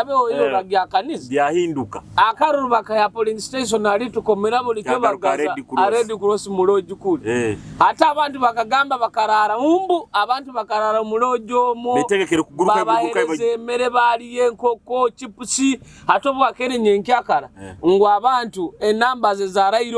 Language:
Nyoro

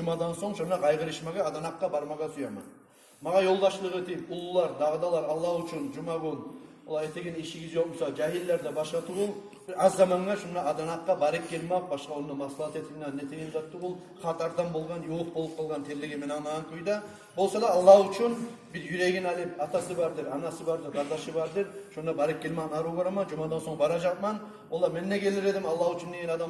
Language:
Kumyk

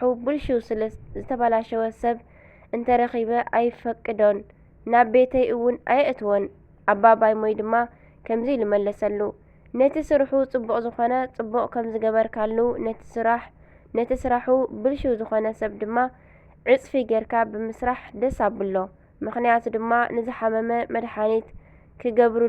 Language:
Tigrinya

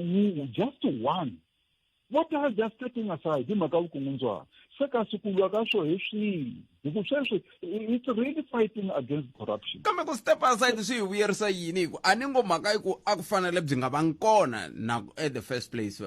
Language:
Tsonga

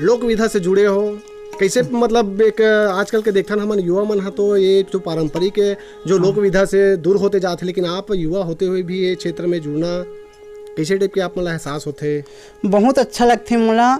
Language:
Chhattisgarhi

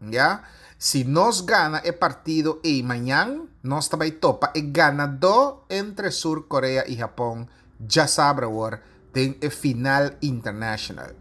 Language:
Papiamento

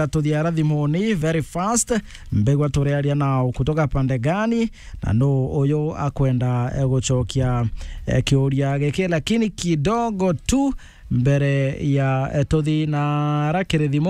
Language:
Meru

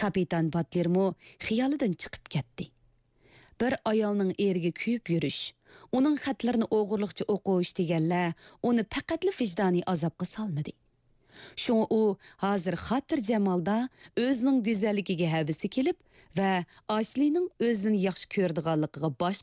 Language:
Uyghur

